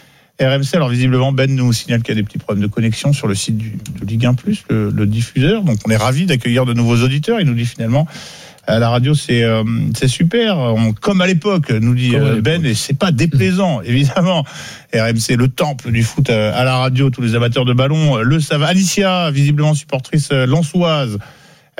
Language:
French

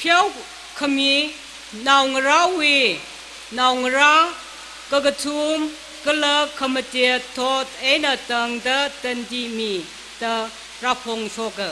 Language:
Tangkhul Naga (India)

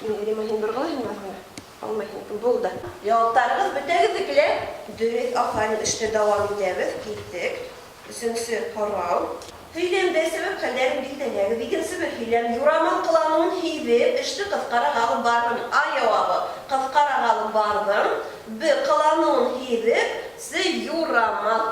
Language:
Bashkir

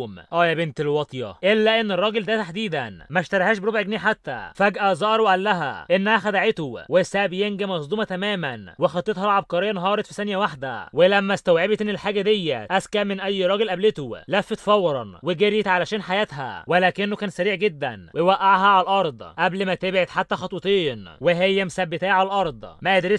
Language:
Egyptian Arabic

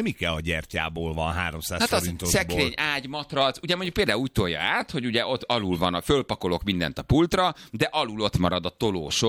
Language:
Hungarian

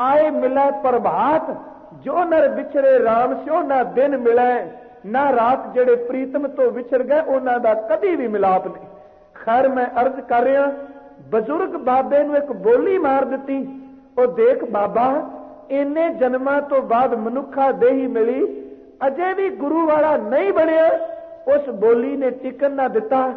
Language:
Punjabi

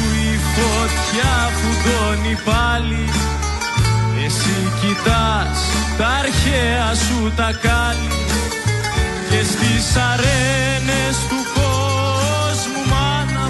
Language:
Greek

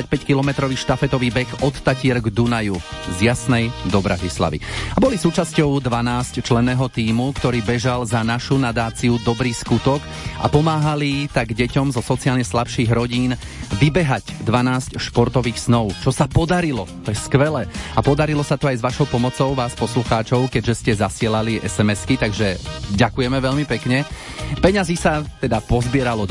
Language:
Slovak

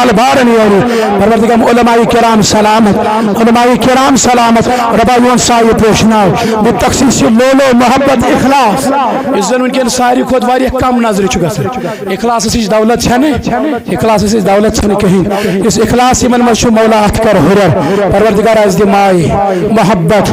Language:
Kashmiri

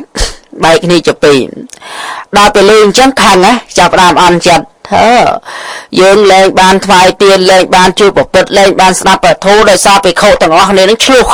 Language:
Khmer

